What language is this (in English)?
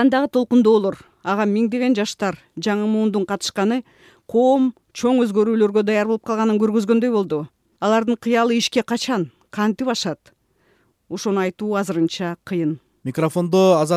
Kyrgyz